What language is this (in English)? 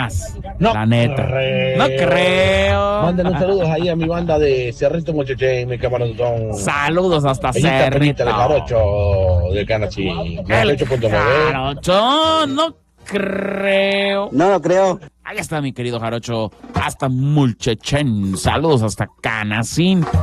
Spanish